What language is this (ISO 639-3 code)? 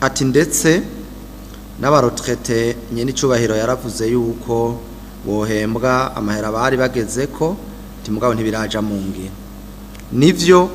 run